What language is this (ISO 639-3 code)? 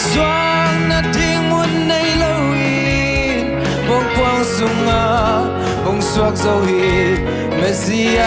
ctd